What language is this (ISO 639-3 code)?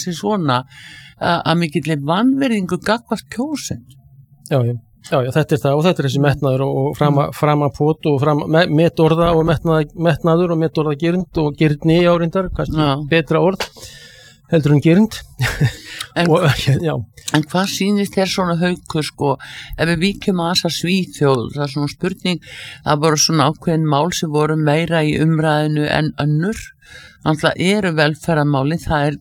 isl